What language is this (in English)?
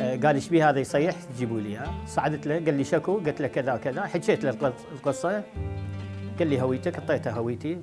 Mesopotamian Arabic